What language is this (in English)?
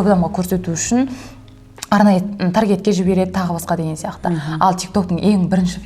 Kazakh